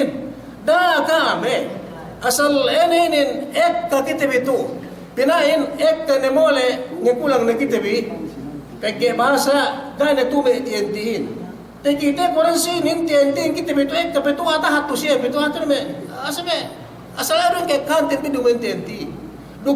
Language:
Yakan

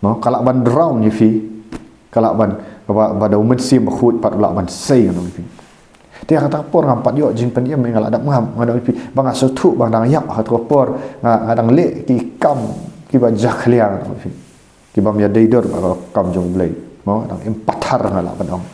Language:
Khasi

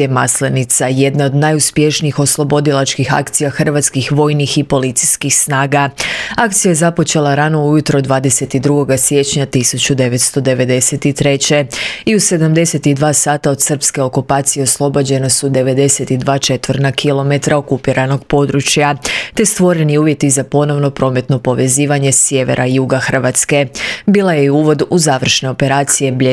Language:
Croatian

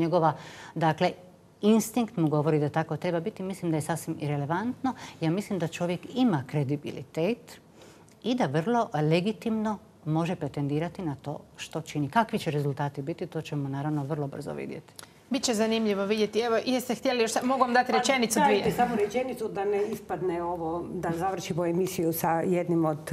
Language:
Croatian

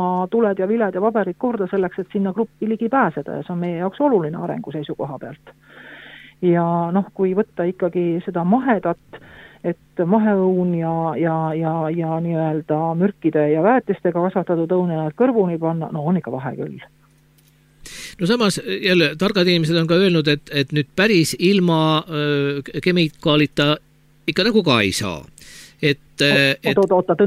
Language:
Estonian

